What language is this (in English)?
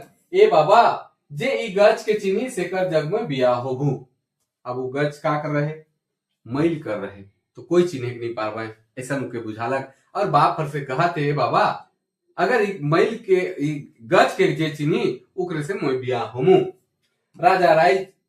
Sadri